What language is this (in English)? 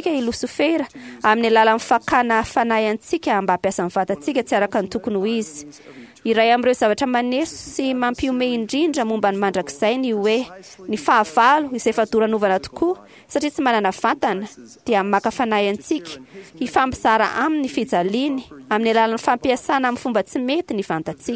Malagasy